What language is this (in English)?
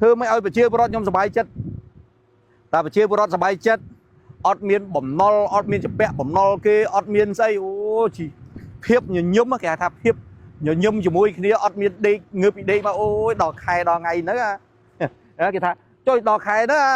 Khmer